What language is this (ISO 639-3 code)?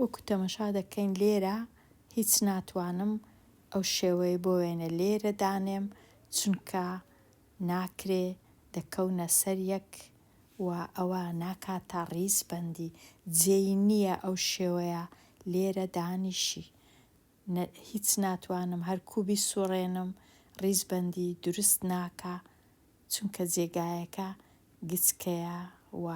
ckb